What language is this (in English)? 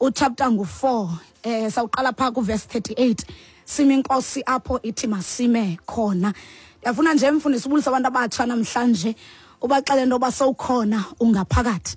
Xhosa